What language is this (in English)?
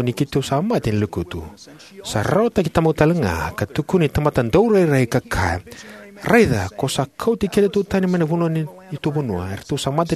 Fijian